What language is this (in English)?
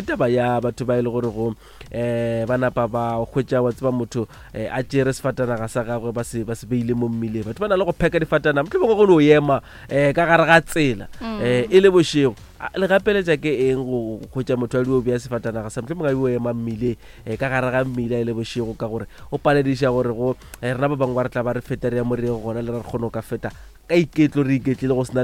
Northern Sotho